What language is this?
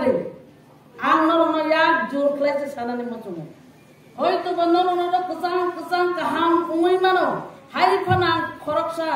Kok Borok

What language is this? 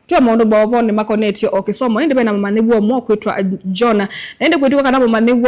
Kamba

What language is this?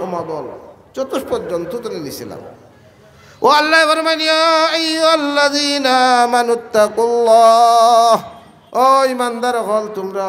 Sylheti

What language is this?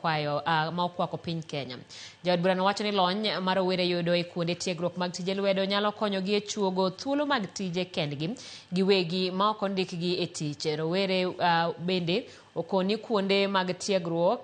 Luo (Kenya and Tanzania)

